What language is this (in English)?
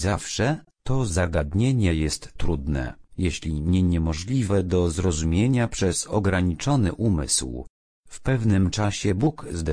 Polish